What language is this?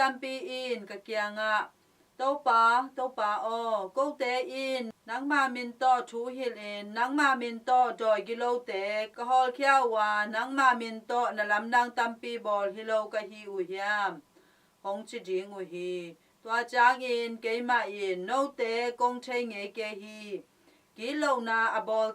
Tedim Chin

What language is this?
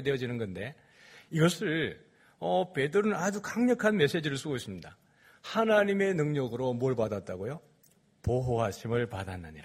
Korean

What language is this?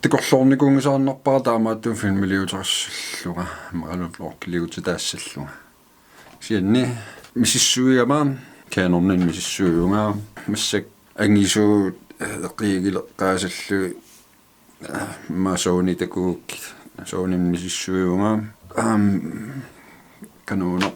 Kalaallisut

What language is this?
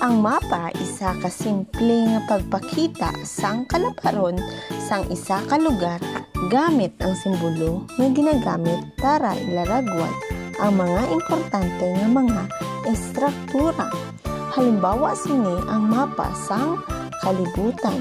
Hiligaynon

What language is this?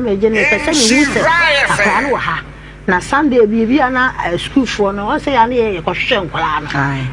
Akan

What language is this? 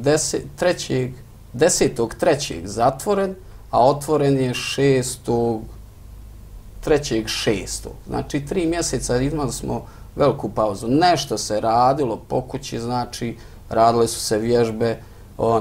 Bosnian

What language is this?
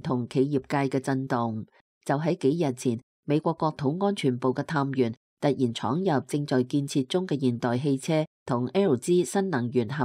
Cantonese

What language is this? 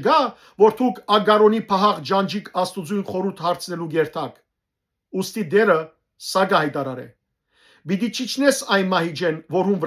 Western Armenian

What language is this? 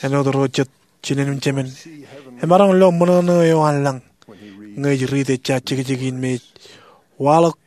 Marshallese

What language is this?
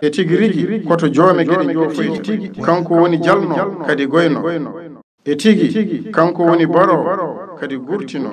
Fula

